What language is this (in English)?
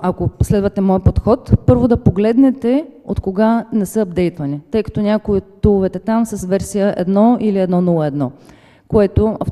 Bulgarian